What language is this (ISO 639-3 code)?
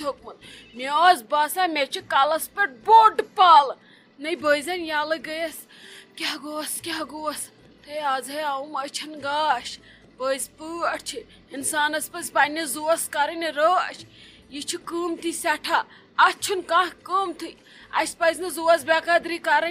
kas